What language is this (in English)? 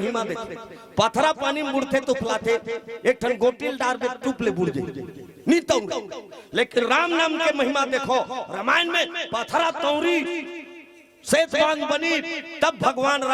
Chhattisgarhi